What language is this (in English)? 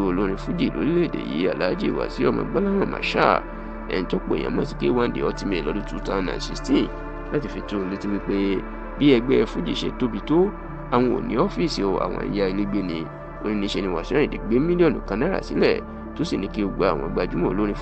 Yoruba